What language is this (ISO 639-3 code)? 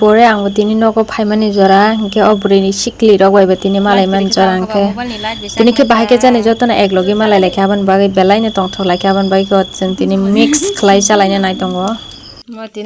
trp